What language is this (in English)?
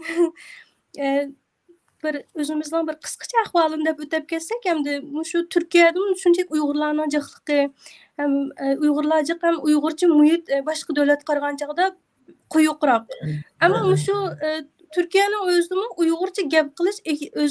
Uyghur